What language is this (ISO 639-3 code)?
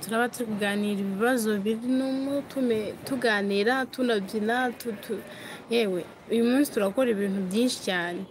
kin